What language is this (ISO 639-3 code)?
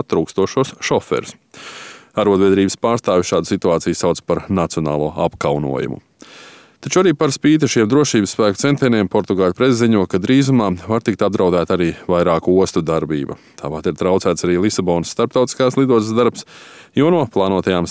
lav